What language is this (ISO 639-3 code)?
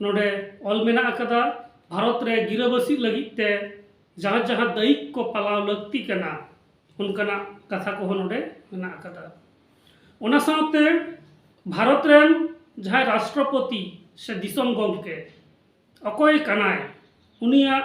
sat